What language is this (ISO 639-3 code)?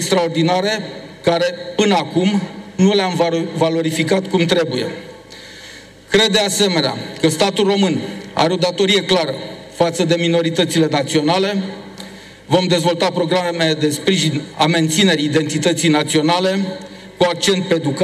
ron